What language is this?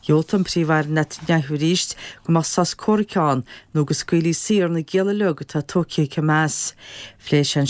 Irish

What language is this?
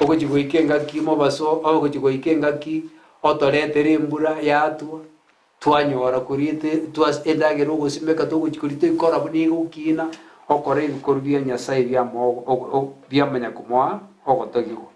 Gusii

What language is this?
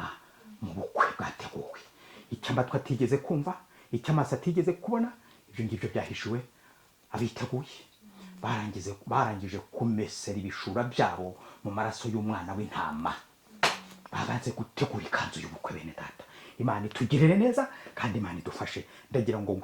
Kinyarwanda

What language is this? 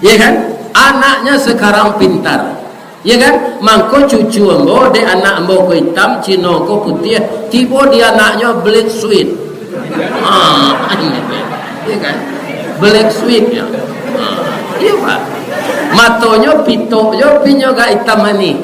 Minangkabau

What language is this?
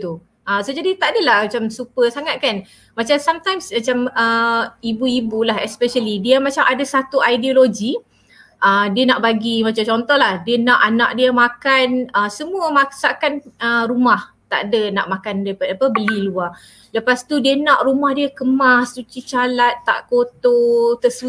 Malay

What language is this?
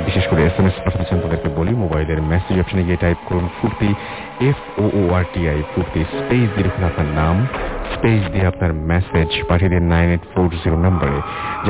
Bangla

